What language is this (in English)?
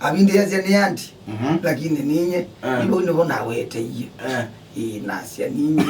Kamba